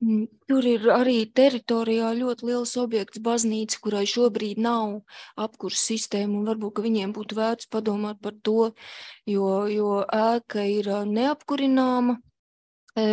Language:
Latvian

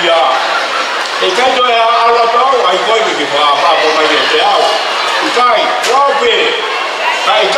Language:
Tongan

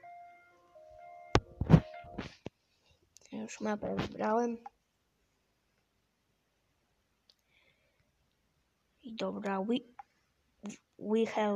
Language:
Polish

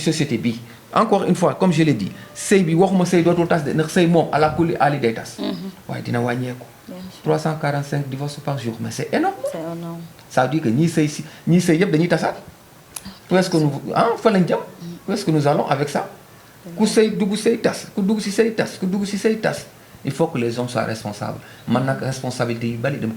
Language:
Wolof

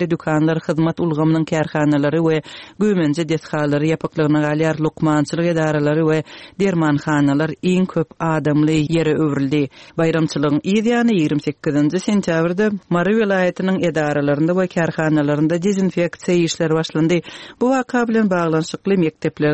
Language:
Turkmen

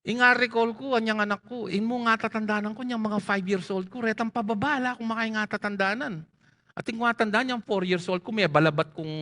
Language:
Pampanga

